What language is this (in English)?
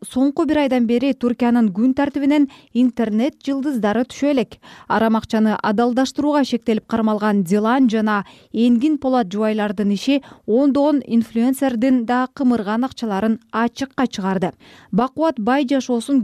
Kyrgyz